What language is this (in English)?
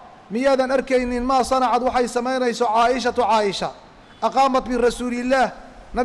Somali